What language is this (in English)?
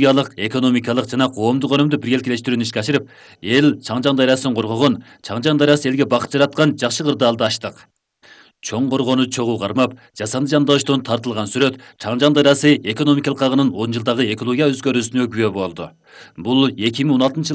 Kyrgyz